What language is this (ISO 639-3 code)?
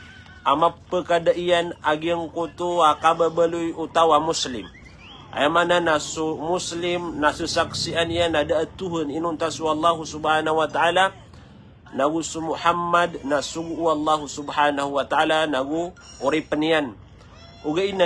mrw